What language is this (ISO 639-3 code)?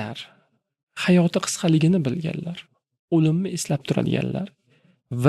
uzb